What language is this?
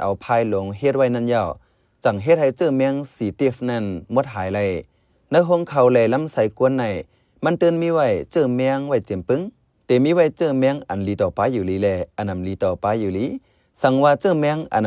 Shan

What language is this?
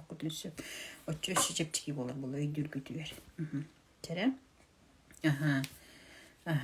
Yakut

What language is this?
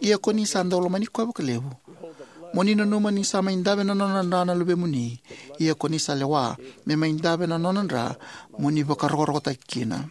Fijian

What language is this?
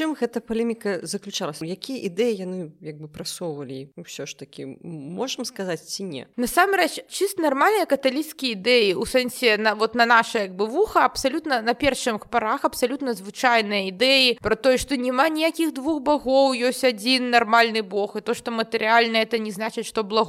Belarusian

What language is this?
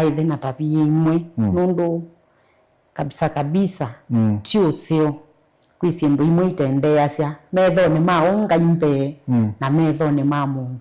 Kamba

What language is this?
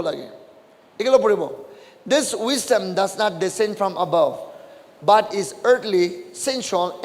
Naga Pidgin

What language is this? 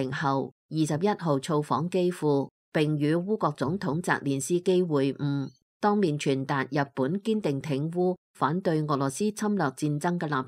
Cantonese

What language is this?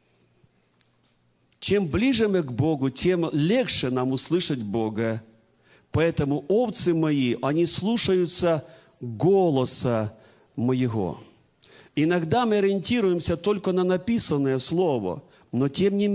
Russian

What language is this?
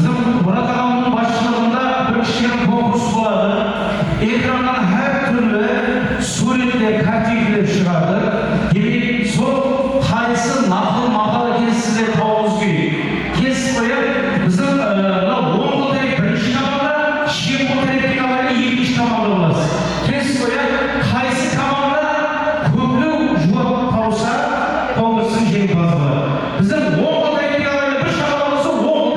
Kara-Kalpak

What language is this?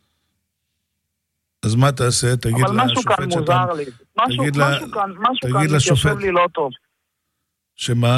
Hebrew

